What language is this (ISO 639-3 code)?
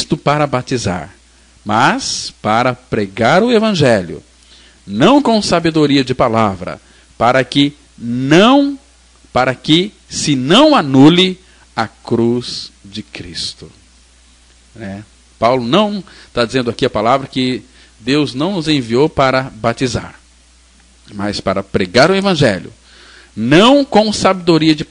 por